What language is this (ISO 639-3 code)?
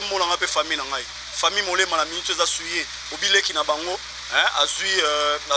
lin